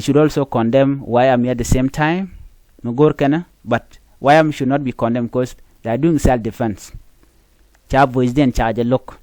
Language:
Nuer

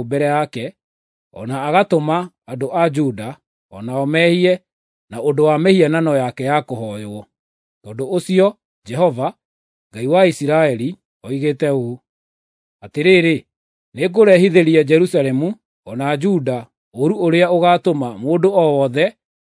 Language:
Kikuyu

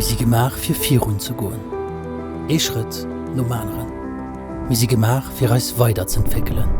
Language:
Luxembourgish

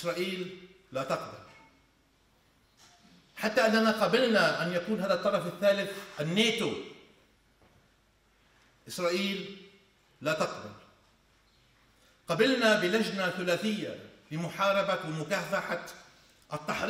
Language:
Arabic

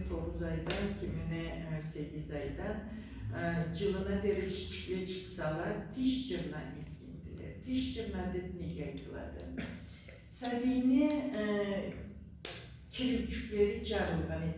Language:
Karachay-Balkar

